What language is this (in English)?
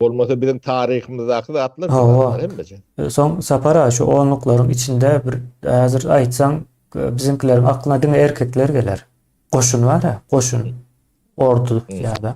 Turkmen